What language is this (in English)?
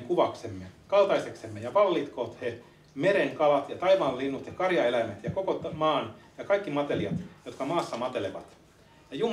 Finnish